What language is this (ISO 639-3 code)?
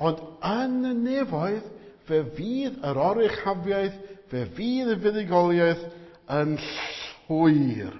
cym